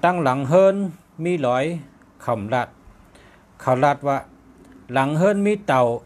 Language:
Shan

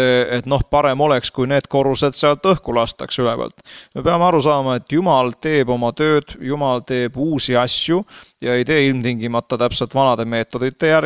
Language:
Estonian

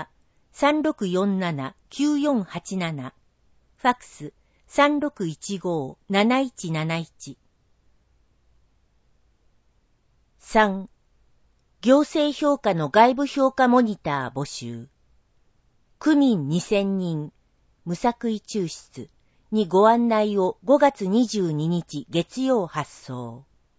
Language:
Japanese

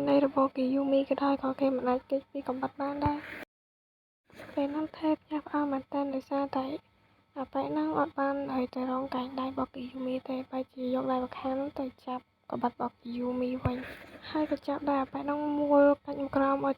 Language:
Khmer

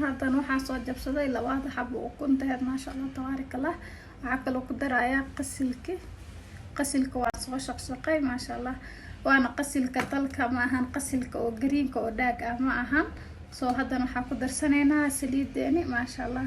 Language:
Somali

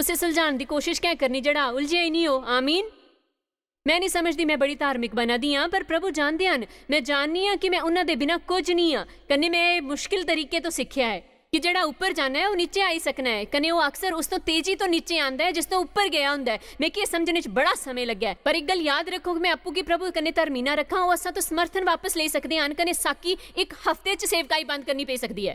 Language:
Dogri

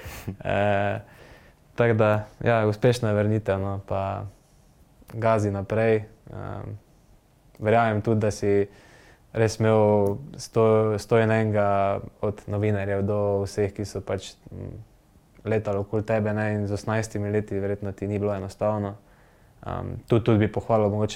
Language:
Slovenian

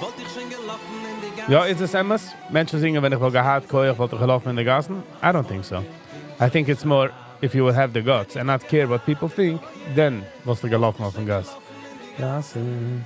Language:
Yiddish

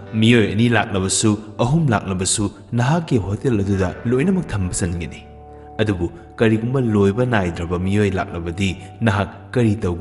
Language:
Manipuri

